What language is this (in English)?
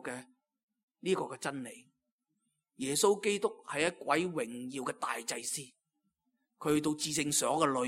Cantonese